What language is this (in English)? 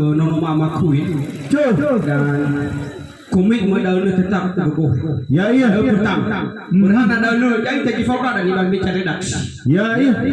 Nias